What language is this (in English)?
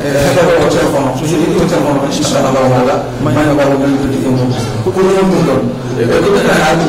Fula